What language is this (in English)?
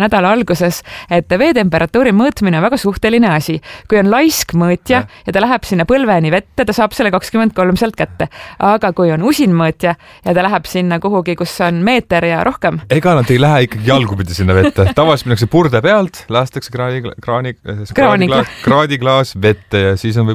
Estonian